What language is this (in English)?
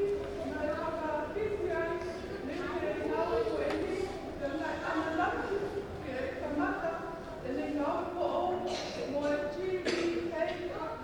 Tongan